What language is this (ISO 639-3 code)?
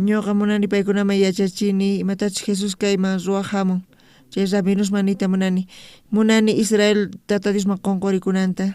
quh